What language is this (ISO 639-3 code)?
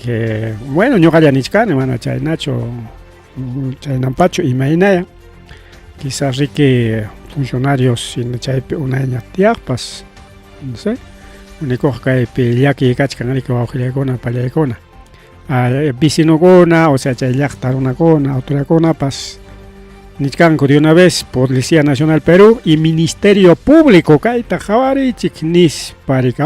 quy